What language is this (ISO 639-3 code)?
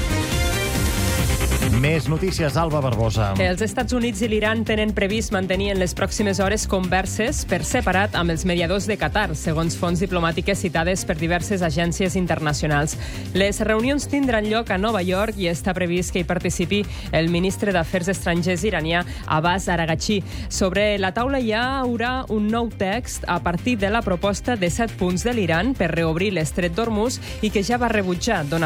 cat